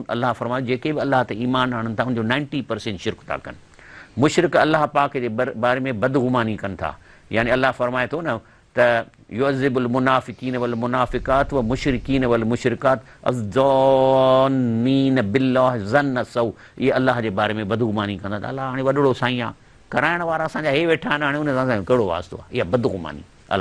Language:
Sindhi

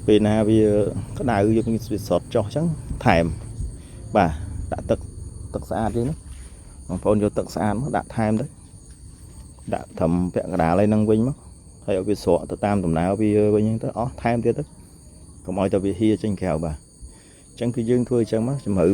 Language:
Khmer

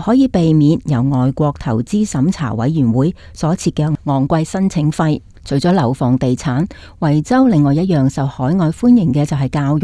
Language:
Cantonese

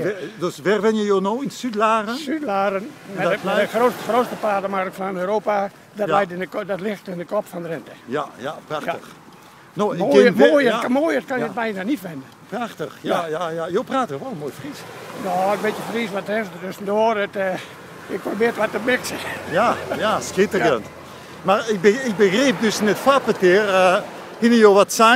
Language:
Western Frisian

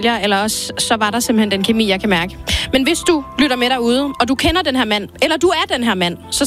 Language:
Danish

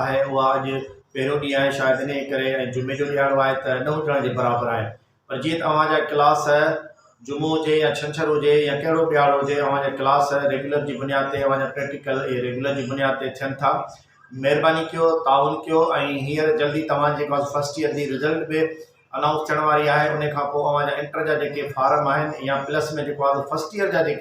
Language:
Sindhi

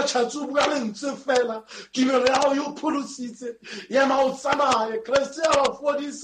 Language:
Southern Sotho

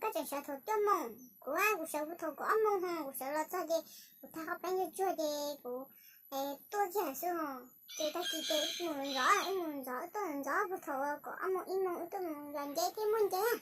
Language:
Hmong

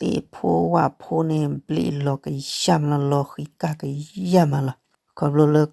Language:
S'gaw Karen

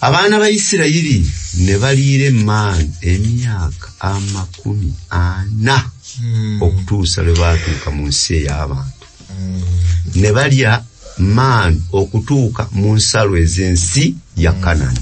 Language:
Ganda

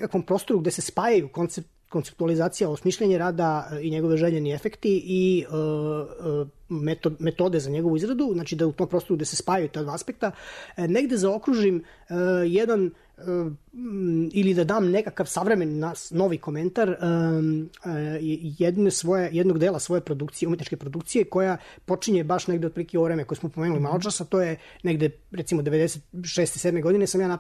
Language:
Serbian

